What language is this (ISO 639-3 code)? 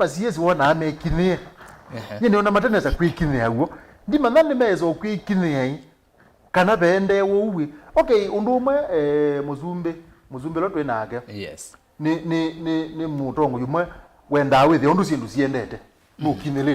kam